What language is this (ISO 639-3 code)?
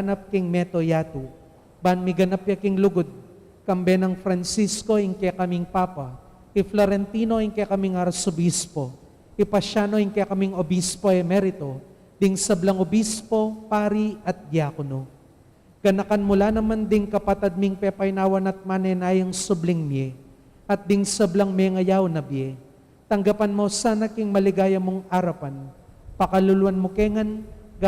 pam